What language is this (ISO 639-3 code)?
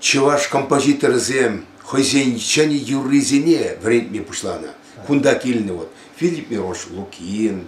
chv